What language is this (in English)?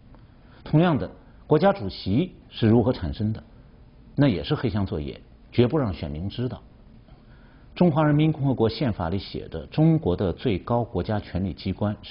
Chinese